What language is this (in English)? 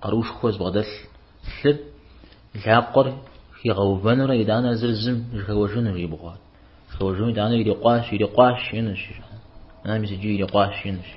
Kabardian